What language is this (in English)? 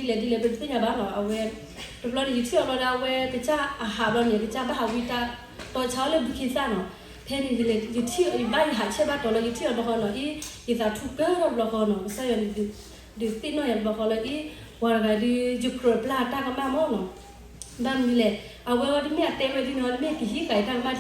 S'gaw Karen